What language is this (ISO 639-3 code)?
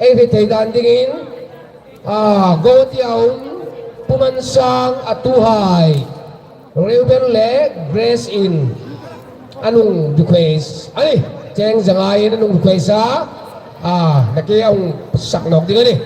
hmr